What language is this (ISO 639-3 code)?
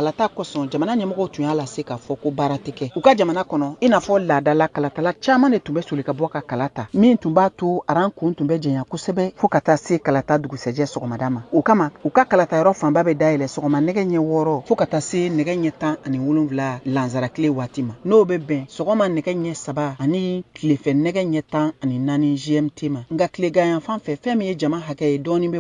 bam